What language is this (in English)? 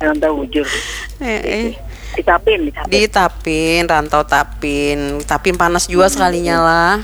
Banjar